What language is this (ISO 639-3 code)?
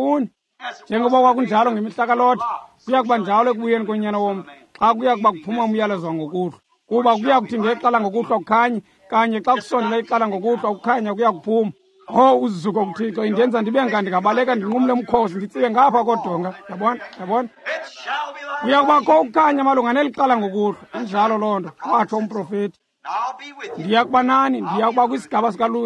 xho